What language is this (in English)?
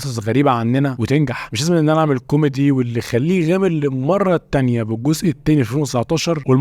Egyptian Arabic